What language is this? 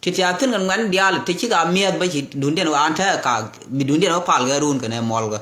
Nuer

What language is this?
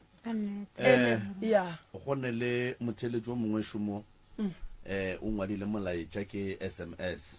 Northern Sotho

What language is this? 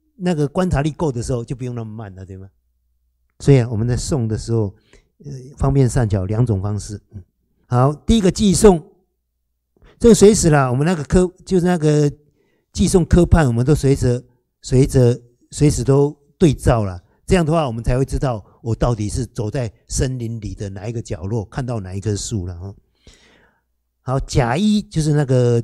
Chinese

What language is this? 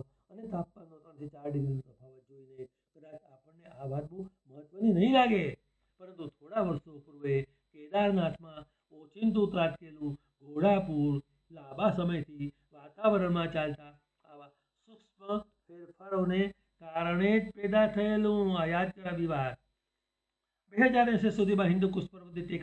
Gujarati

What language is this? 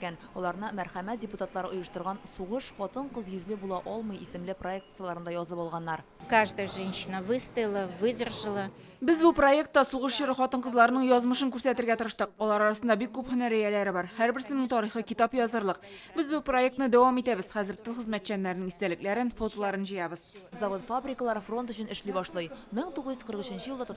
Tatar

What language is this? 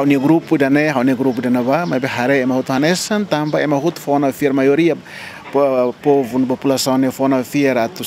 Tetum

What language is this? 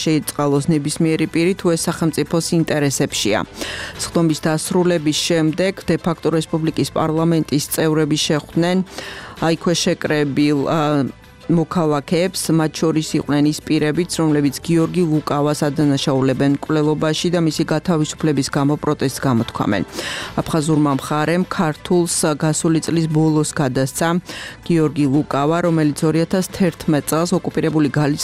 Georgian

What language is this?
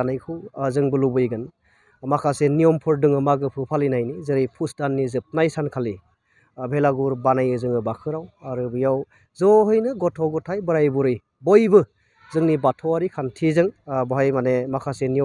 Bodo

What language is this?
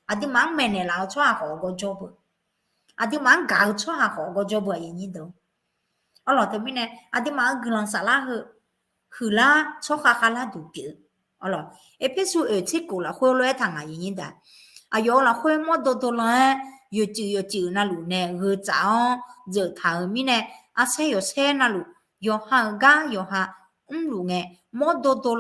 Akha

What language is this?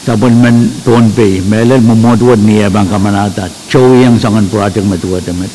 Pohnpeian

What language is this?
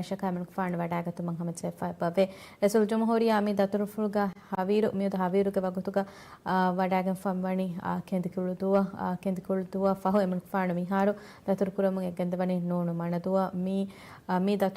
Divehi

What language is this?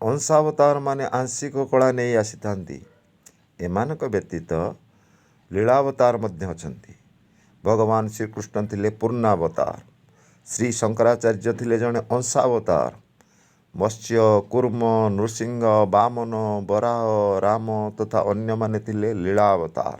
Odia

